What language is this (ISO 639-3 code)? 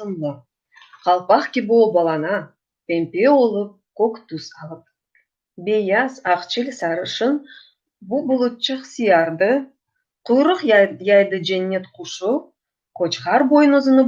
crh